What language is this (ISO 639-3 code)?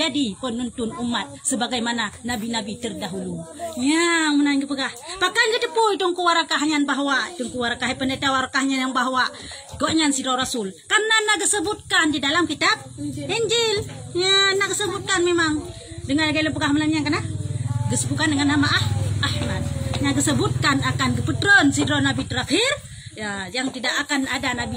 ace